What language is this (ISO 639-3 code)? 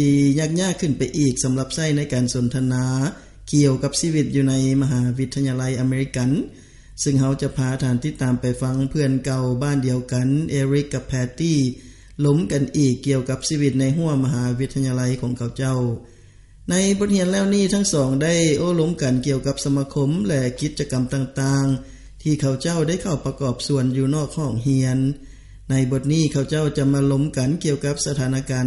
lao